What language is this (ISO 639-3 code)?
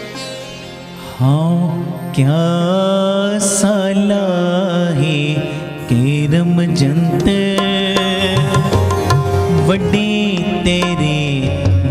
pan